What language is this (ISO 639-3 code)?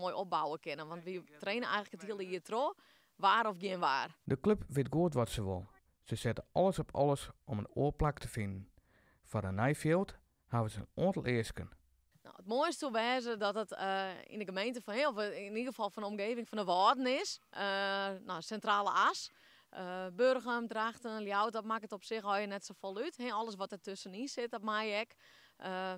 fry